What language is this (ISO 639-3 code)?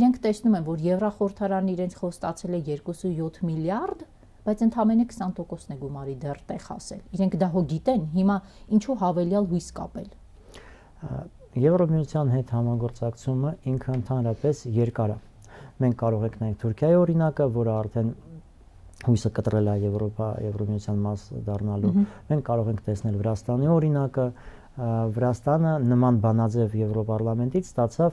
hye